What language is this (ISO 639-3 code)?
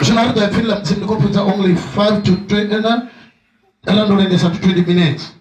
ven